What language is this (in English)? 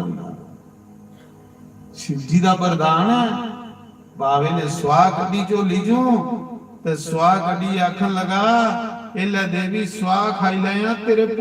Dogri